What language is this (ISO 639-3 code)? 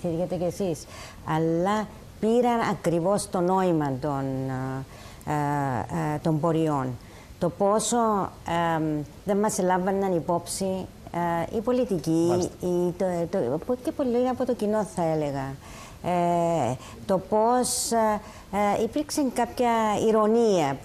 ell